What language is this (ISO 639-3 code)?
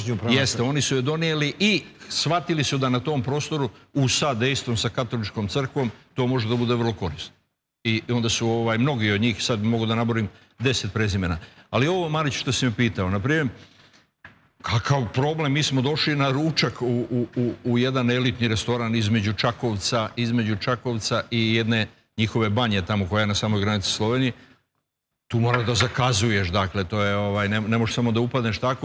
srp